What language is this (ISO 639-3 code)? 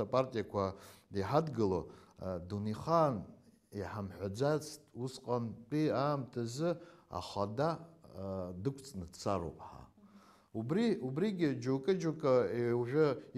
abk